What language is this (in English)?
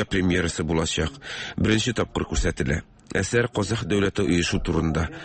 Tatar